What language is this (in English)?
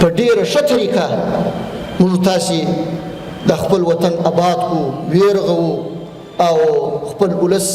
Pashto